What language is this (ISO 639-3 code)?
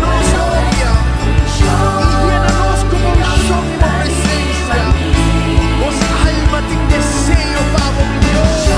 pap